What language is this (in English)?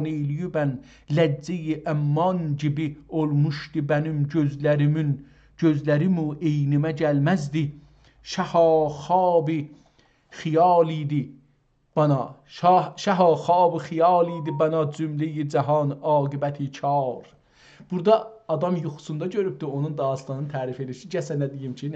South Azerbaijani